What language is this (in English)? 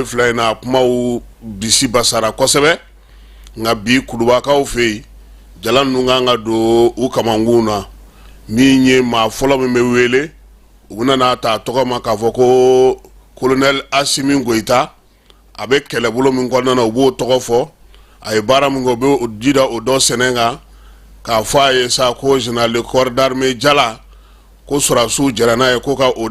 Bambara